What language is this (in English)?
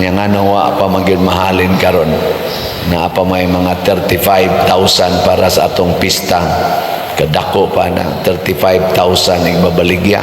Cebuano